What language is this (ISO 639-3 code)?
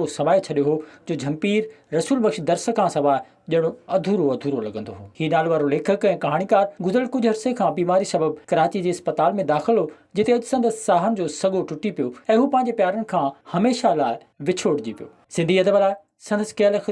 snd